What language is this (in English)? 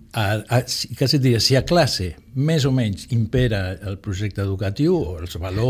Catalan